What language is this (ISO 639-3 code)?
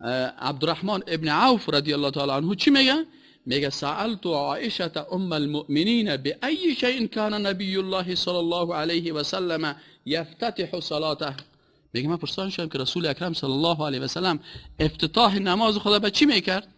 fas